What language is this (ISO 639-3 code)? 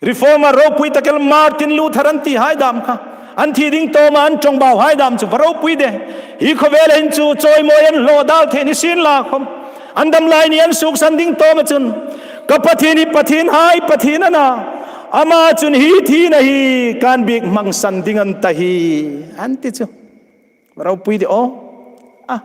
hmr